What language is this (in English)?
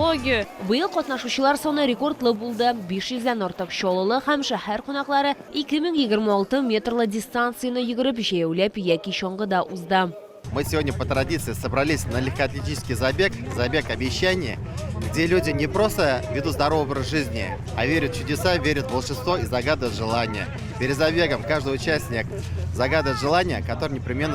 Tatar